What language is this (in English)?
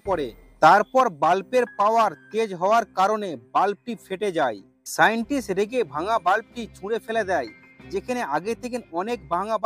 Bangla